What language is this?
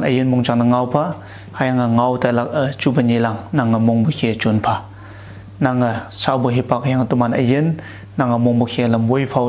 Konyak Naga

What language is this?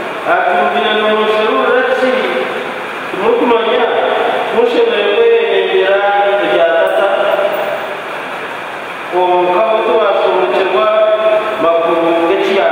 Kinyarwanda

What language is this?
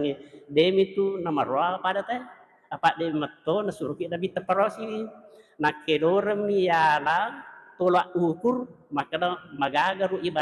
Buginese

